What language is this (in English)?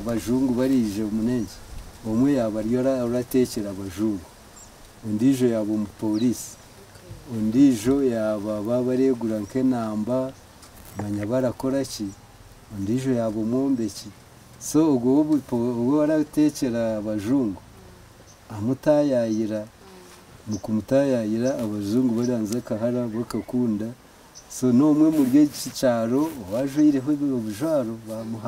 Nyankole